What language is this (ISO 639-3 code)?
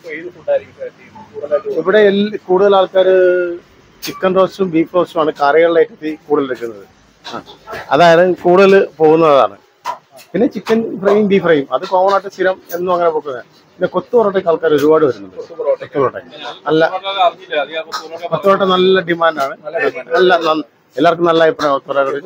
mal